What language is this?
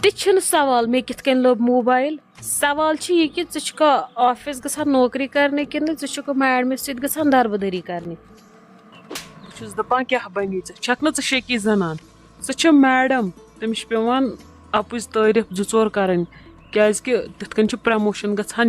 Kashmiri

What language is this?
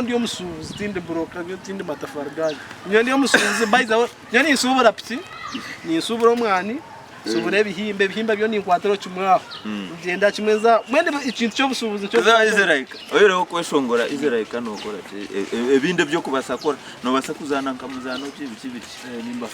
Nyankole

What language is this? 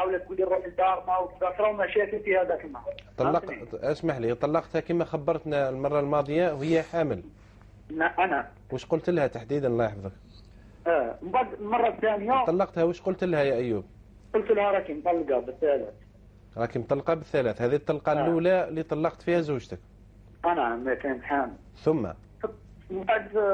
Algerian Arabic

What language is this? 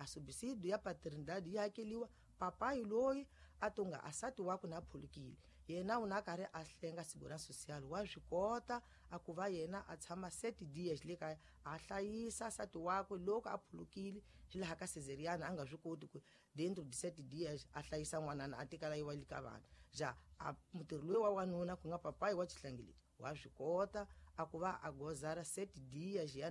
Tsonga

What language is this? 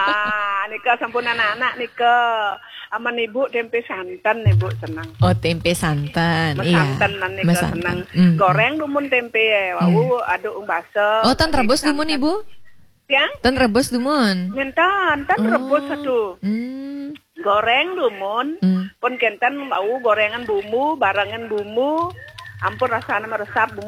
Balinese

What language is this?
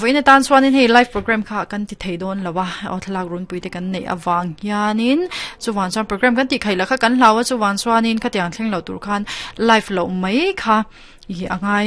Mizo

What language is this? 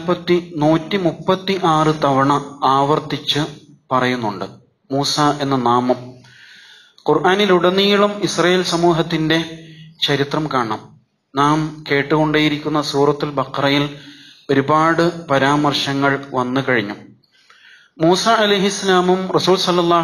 Malayalam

